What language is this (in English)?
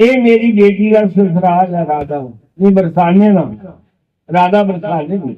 Dogri